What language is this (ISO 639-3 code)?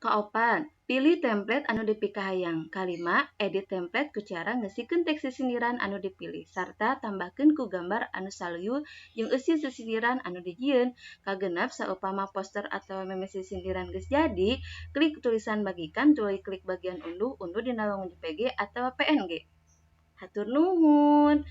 sun